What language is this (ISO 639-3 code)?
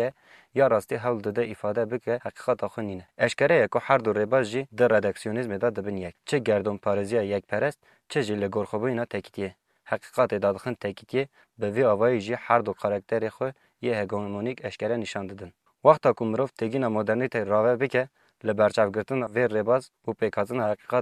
kur